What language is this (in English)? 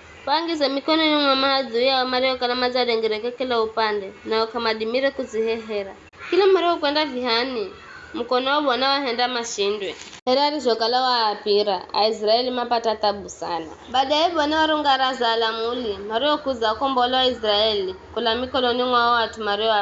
Giryama